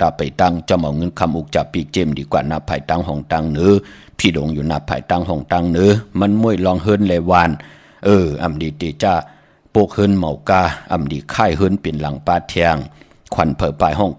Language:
Shan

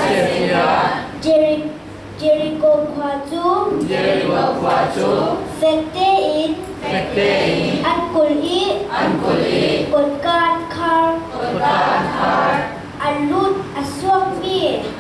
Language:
Falam Chin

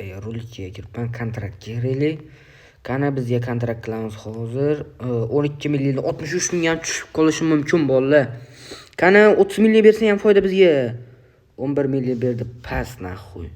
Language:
Uzbek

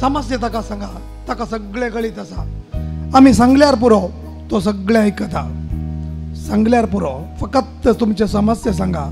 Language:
Konkani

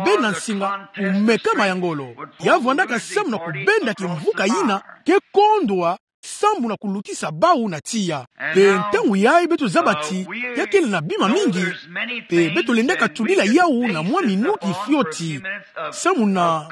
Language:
Kituba (Democratic Republic of Congo)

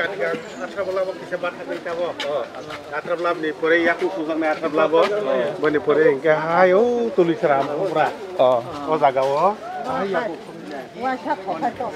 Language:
Kok Borok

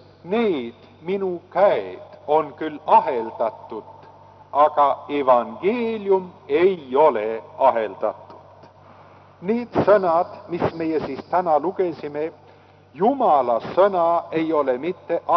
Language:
Estonian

